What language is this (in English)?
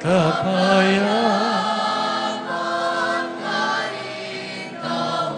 Pampanga